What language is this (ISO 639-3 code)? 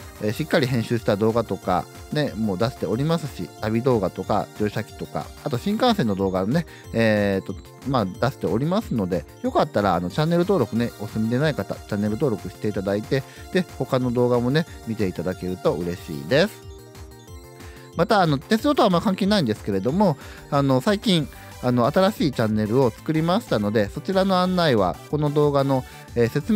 jpn